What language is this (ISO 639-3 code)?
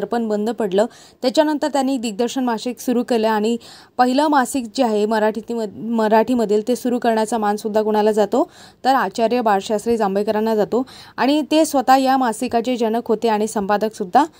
mar